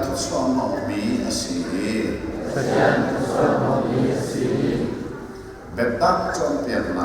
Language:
Hakha Chin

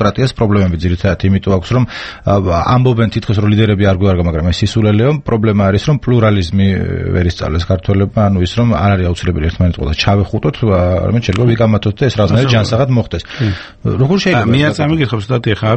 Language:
Georgian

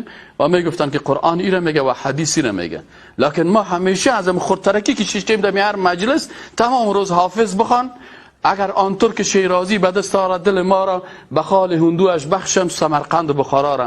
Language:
Persian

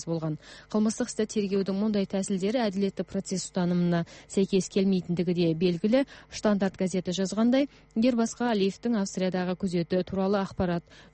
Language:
Kazakh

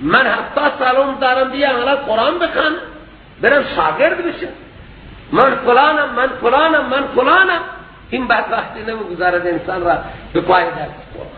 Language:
Persian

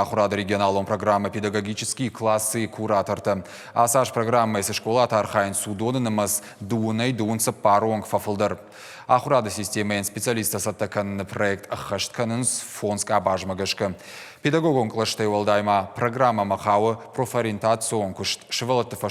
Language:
Ossetic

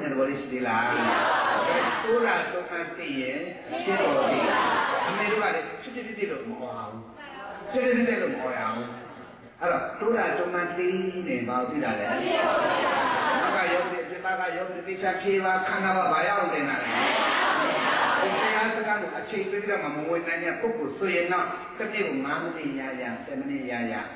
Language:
Burmese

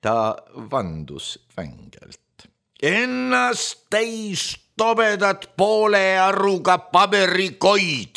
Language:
Estonian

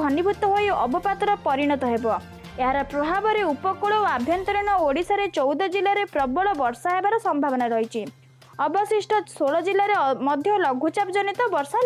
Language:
Odia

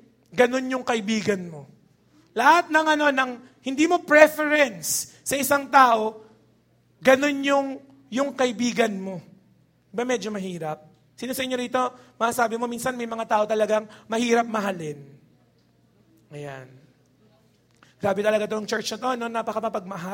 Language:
Filipino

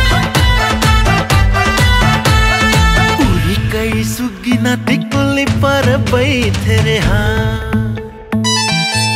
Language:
Bhojpuri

